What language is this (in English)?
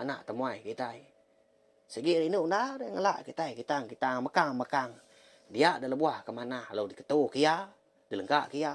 Iban